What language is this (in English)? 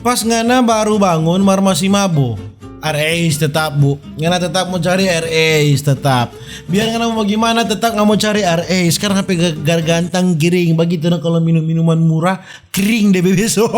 Manado Malay